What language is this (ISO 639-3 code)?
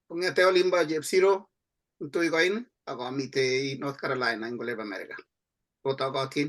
kln